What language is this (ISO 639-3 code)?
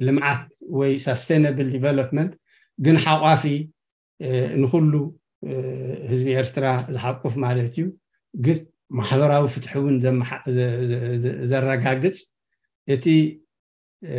tir